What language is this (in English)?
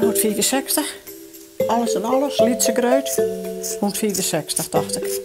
Western Frisian